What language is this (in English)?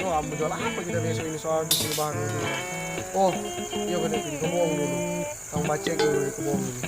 Manado Malay